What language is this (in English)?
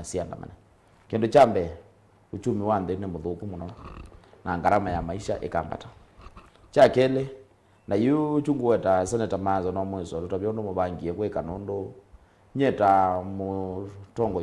Kamba